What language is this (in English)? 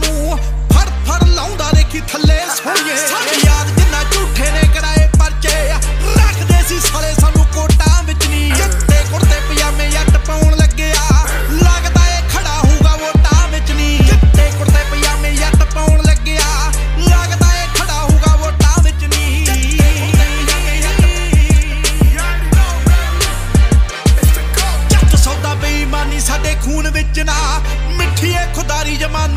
Punjabi